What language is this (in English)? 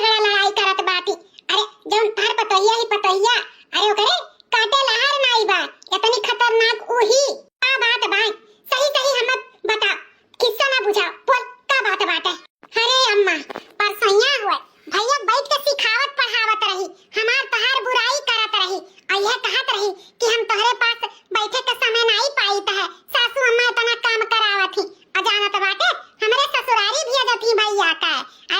Awadhi